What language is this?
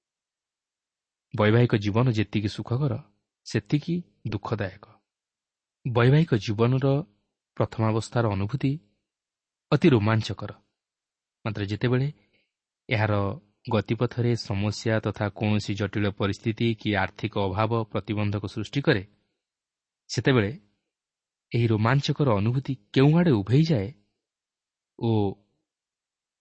Odia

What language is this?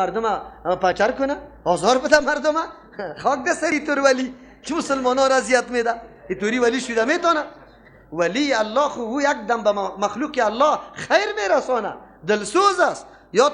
Persian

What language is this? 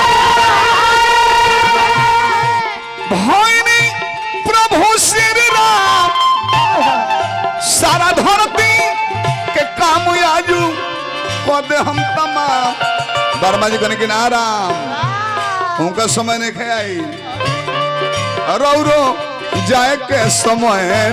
Bhojpuri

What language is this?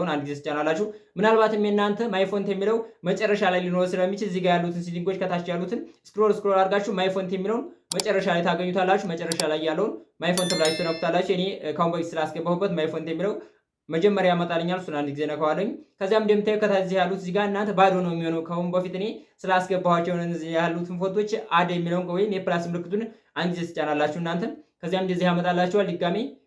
Amharic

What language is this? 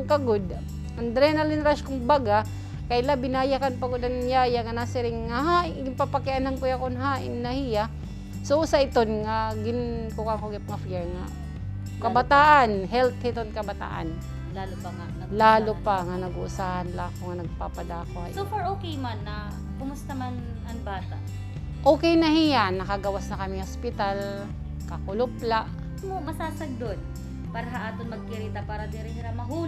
Waray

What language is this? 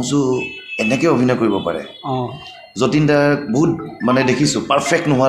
Assamese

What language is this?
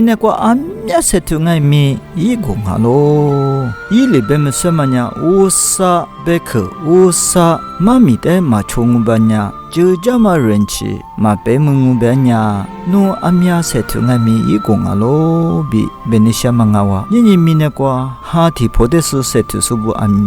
Lisu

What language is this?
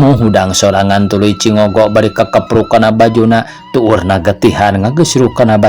Sundanese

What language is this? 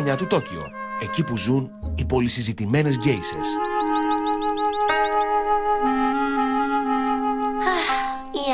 Greek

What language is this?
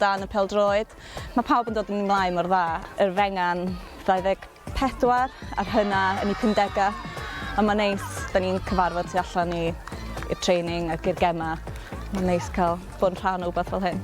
Welsh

